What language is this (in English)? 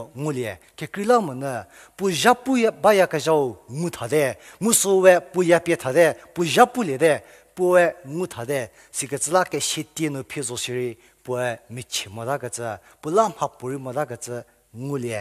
Angami Naga